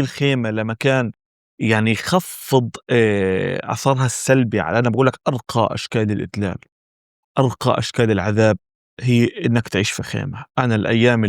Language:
North Levantine Arabic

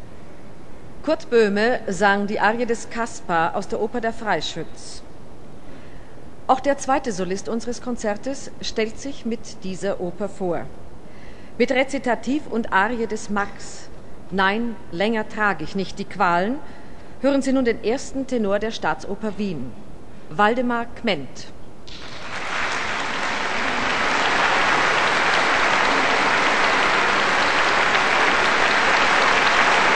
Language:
German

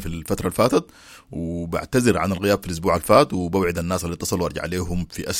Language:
Sudanese Arabic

